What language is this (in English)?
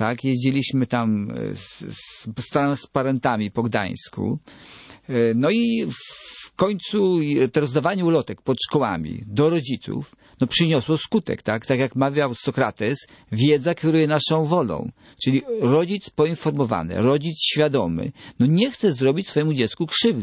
Polish